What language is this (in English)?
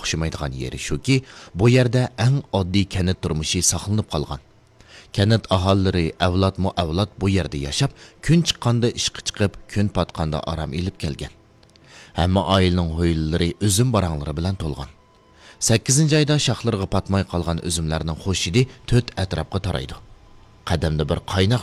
Uyghur